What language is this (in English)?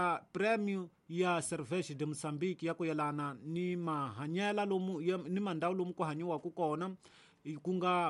Tsonga